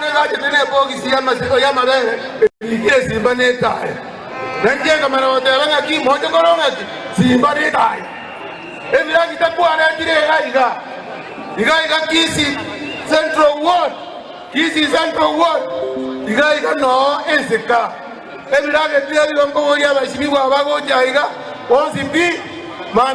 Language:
Gusii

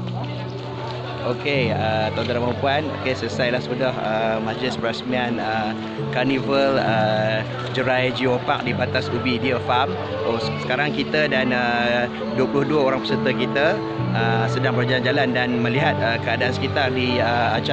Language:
Malay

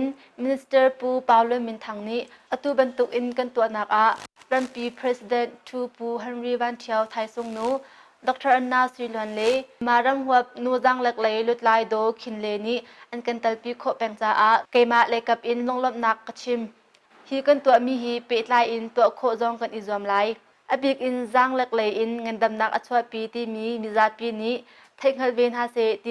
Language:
Hakha Chin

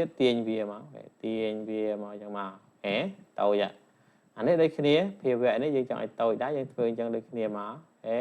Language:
Khmer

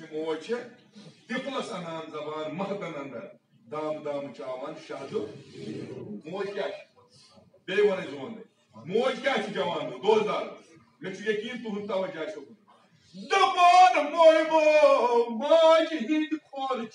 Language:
Kashmiri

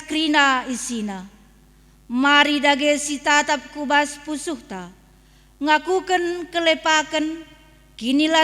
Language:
Batak Karo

